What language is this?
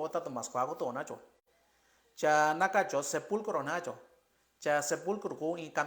Mixtepec Mixtec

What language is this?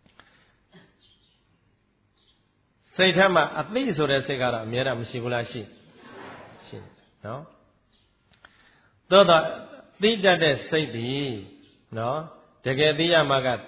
Burmese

